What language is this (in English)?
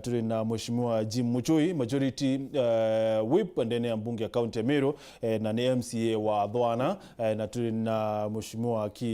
Meru